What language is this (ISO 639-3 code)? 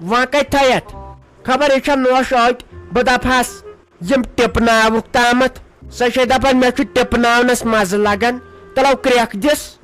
kas